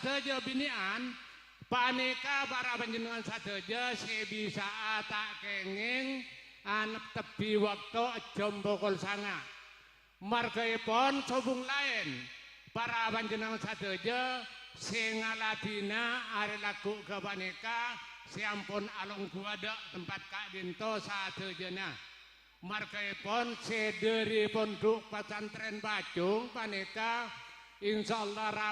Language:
Madurese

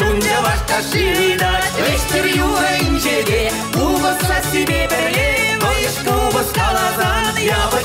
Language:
Chuvash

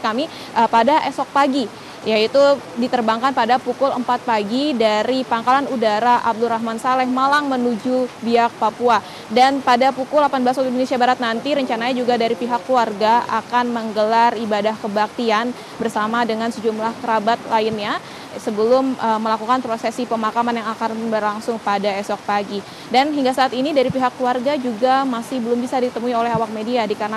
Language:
Indonesian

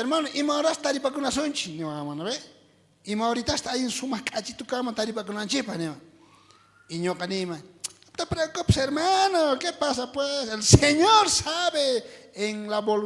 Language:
South Bolivian Quechua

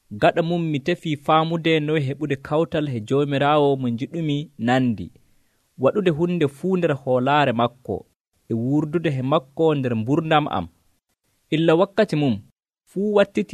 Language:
Nigerian Fulfulde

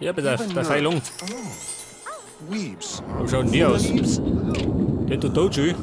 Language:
Bavarian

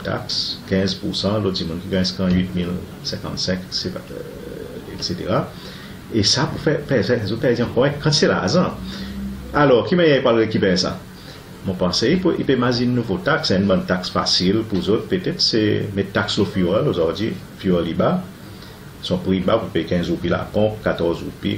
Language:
Seselwa Creole French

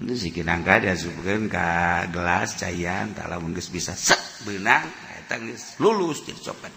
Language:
Sundanese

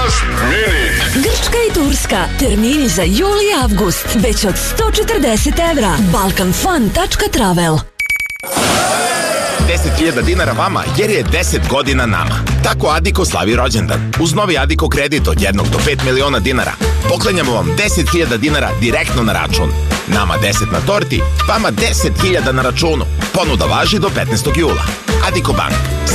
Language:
Serbian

